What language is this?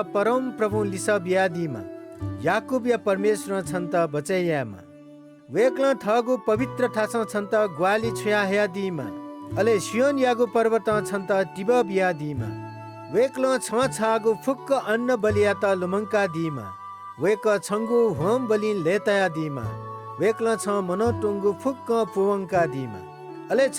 Newari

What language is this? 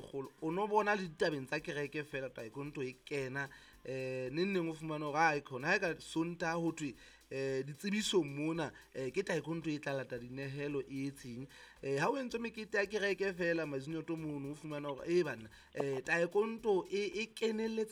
Southern Sotho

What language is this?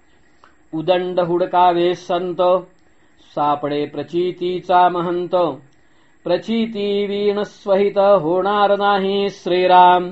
Marathi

